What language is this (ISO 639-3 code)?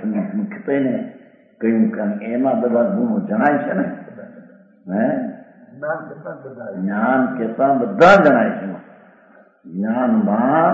guj